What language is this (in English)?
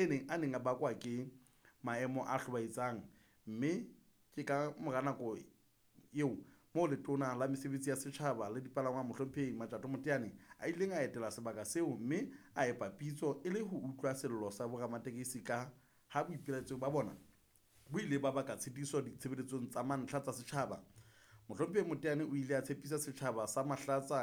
Southern Sotho